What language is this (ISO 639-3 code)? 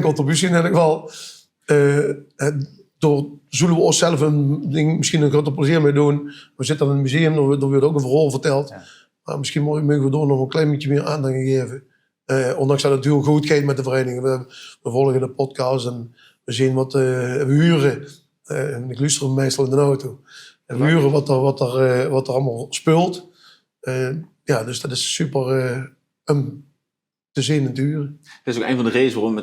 lim